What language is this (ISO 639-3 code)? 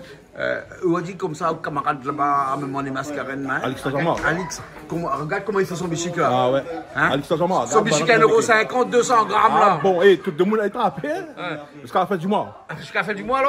rcf